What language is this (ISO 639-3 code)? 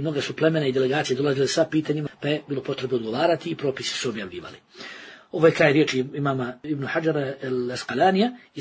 bos